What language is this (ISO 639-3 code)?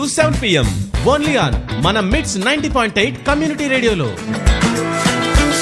tel